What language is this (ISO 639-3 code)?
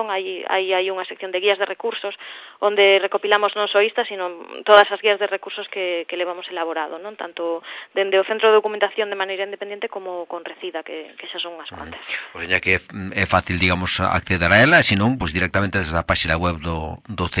glg